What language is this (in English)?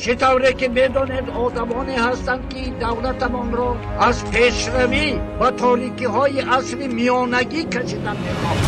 Tajik